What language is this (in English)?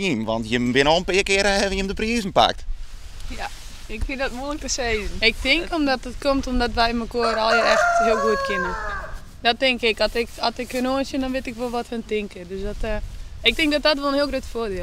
Western Frisian